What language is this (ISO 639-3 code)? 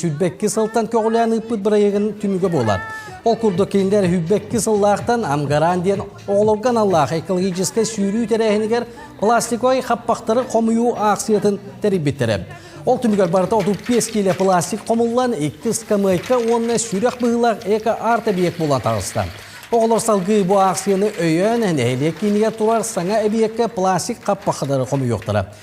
sah